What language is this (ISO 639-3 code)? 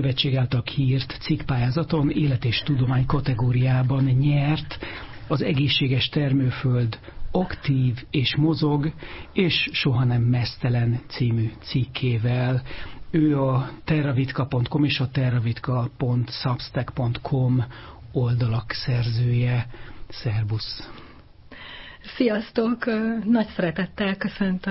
hun